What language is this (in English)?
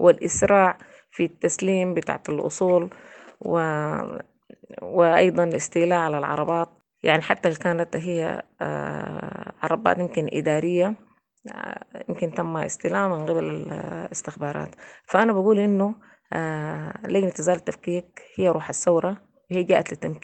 Sudanese Arabic